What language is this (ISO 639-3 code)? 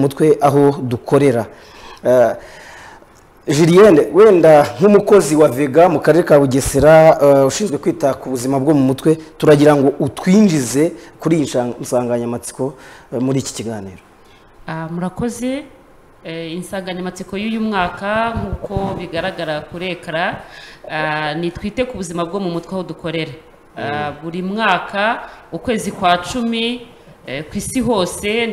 kin